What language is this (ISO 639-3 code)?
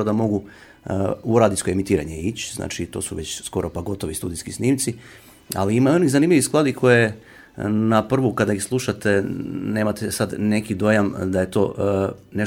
hrv